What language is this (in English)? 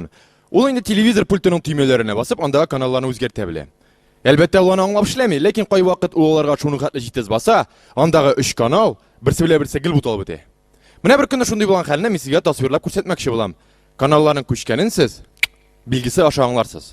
Tatar